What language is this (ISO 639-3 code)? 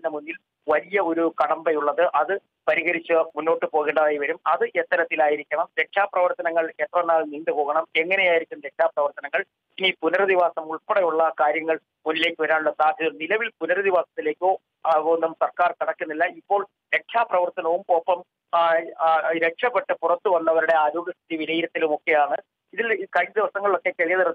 mal